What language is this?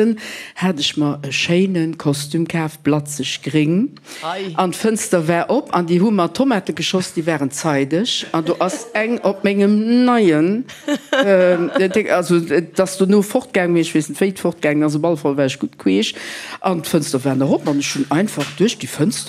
Luxembourgish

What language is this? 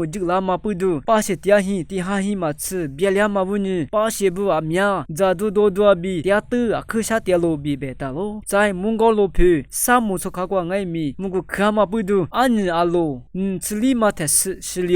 Lisu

